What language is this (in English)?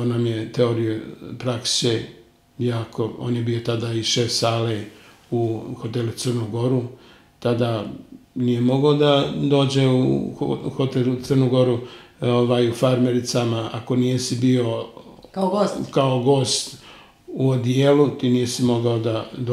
Serbian